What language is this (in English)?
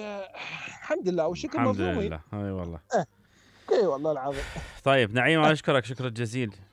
Mesopotamian Arabic